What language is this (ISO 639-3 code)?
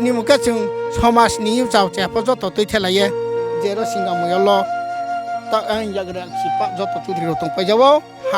ria